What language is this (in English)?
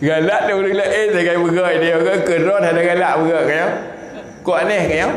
Achinese